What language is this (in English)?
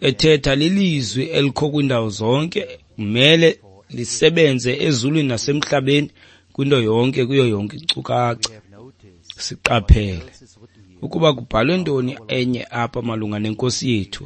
Xhosa